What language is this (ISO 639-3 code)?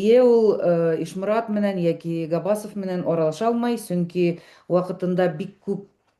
bak